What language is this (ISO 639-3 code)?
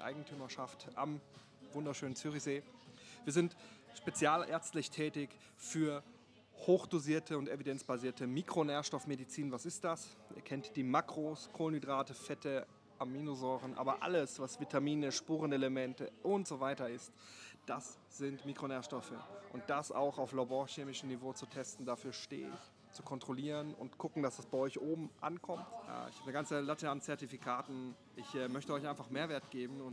deu